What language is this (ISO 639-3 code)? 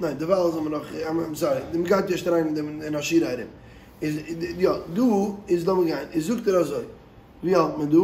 yid